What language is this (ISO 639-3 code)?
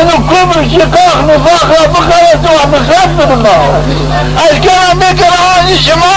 zza